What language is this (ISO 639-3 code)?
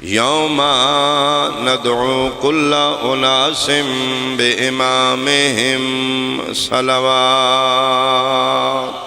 phr